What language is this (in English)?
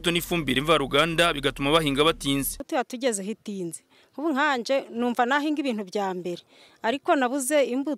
Kinyarwanda